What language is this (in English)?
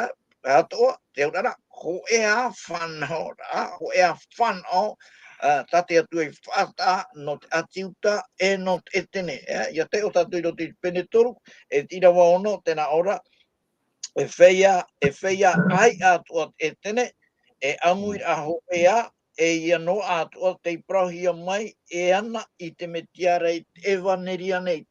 Tahitian